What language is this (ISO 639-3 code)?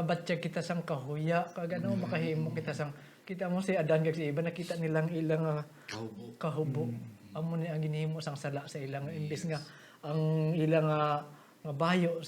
hil